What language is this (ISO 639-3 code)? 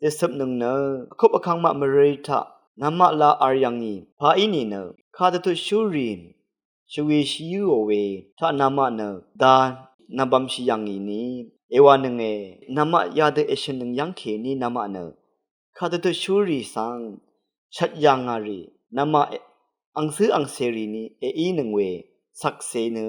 raw